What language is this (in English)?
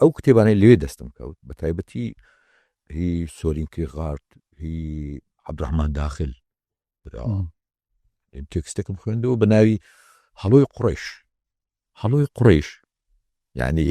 Central Kurdish